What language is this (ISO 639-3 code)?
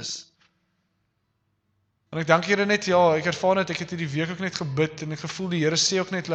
afr